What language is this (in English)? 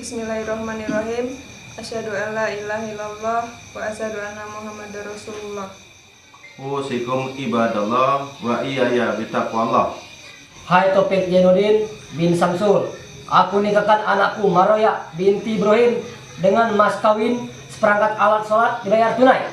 Musi